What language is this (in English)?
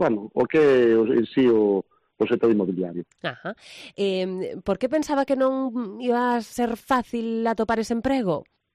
Galician